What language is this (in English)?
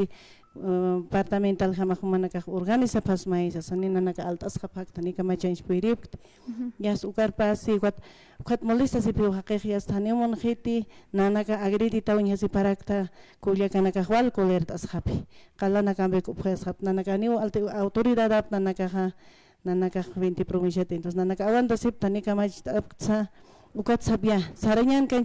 Aymara